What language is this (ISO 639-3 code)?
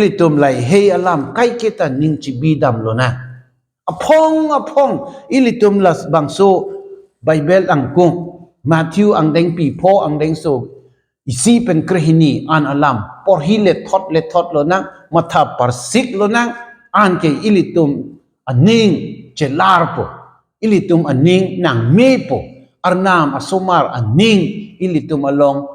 mjw